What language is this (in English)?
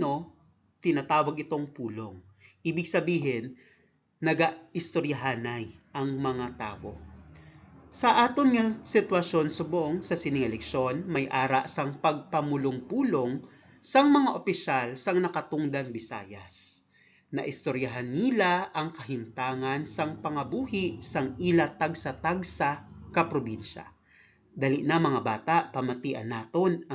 Hiligaynon